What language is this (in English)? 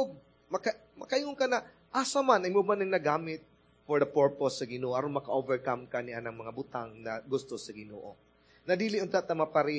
Cebuano